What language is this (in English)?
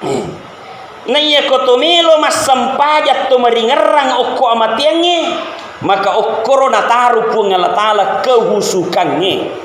Buginese